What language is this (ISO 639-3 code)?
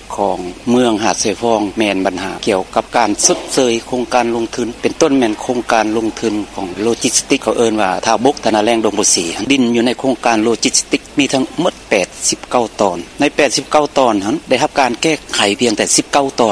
lao